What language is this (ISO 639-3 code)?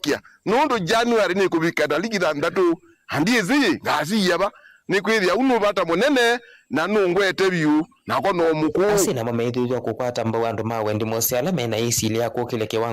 kam